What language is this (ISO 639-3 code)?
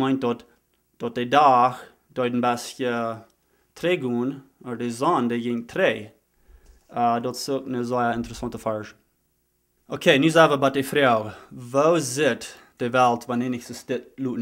pdt